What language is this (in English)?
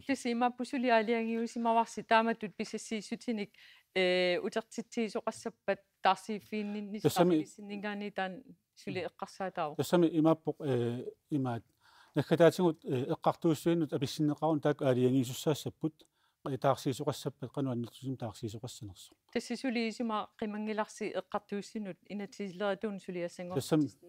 Kalaallisut